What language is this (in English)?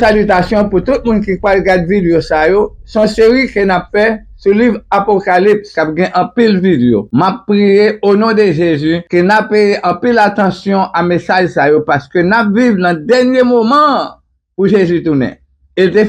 Haitian Creole